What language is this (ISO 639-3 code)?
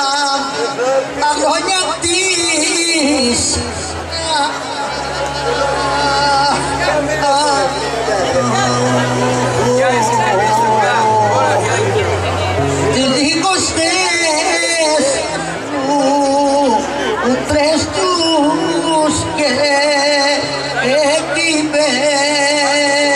ell